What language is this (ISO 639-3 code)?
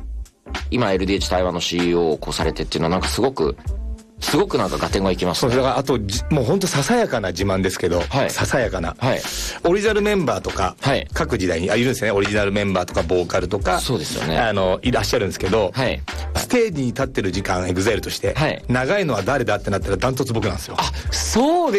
jpn